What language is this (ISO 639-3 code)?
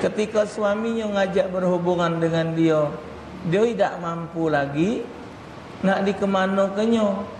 mui